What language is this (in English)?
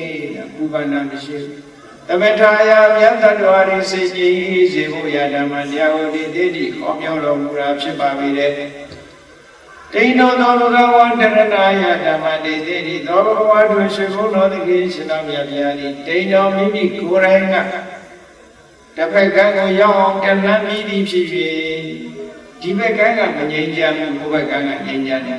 Burmese